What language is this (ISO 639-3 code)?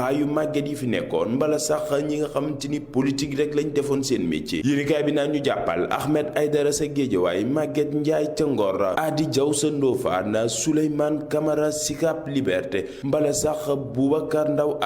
wol